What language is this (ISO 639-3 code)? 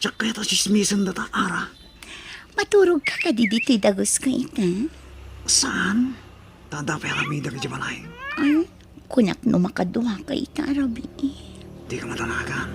ilo